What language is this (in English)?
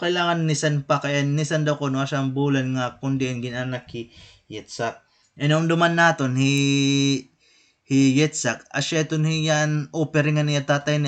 Waray